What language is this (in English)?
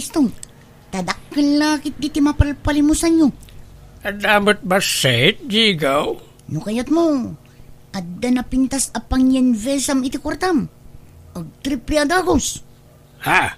Iloko